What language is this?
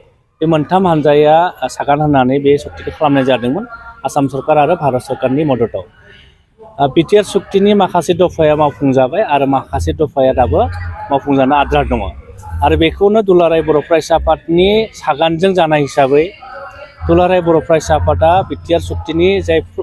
Bodo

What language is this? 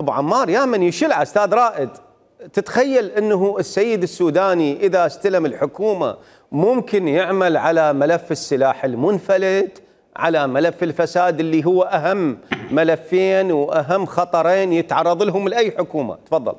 Mesopotamian Arabic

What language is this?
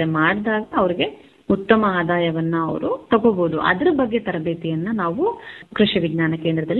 Kannada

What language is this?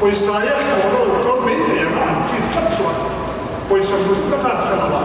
Mizo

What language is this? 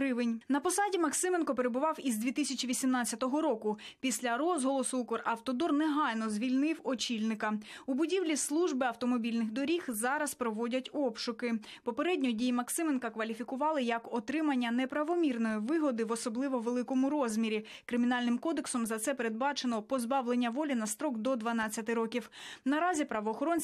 Ukrainian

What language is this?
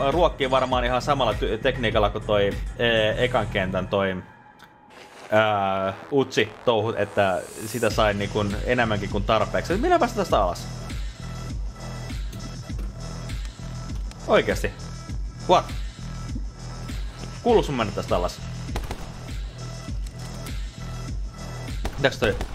Finnish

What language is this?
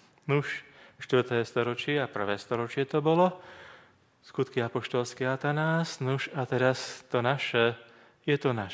Slovak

